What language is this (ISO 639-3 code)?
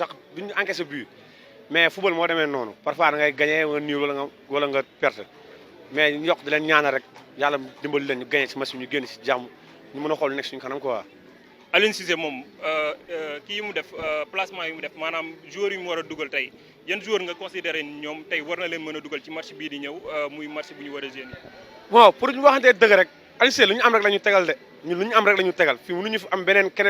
wol